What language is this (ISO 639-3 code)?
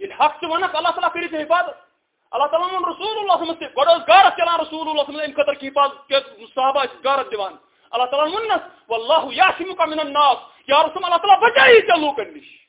kas